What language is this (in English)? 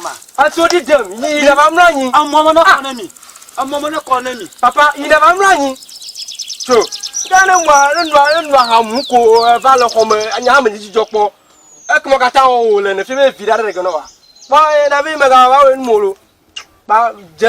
Ewe